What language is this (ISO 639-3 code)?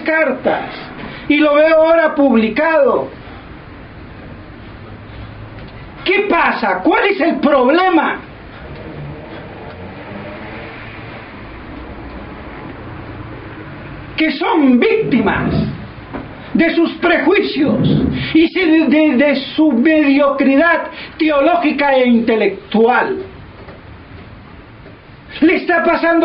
spa